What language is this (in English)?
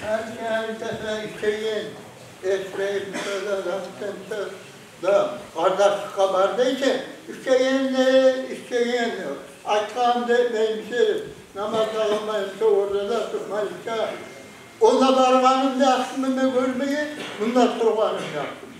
Kumyk